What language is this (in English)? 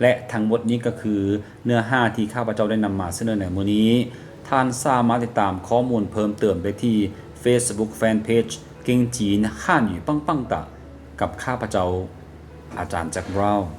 Lao